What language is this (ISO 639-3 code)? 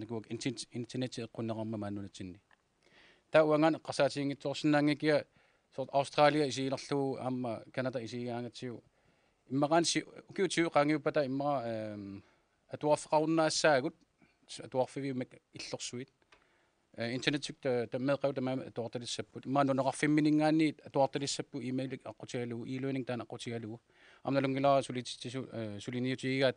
kal